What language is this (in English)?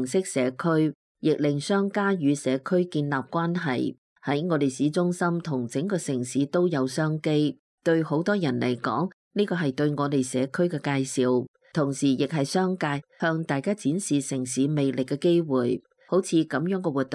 Cantonese